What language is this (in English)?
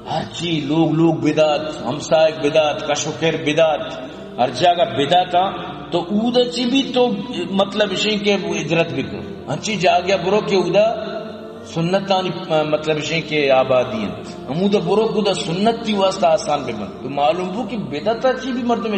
Eastern Balochi